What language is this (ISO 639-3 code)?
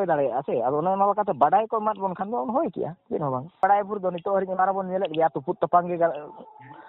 sat